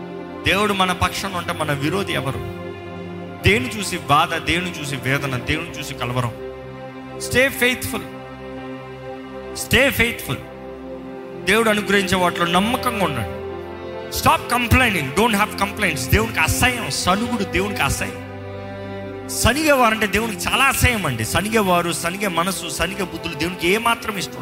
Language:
Telugu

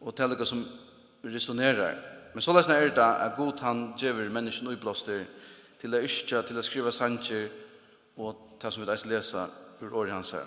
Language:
Faroese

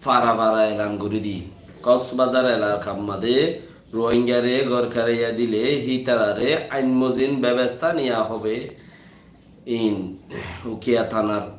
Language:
Rohingya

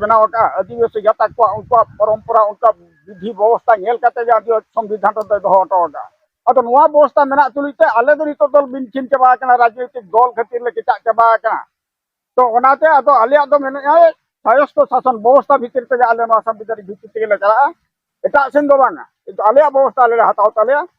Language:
Santali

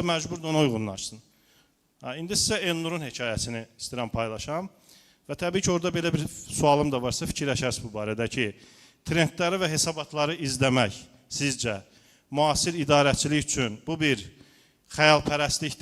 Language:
Azerbaijani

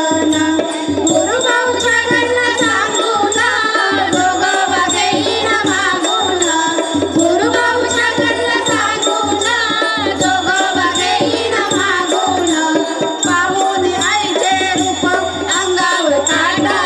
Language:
Marathi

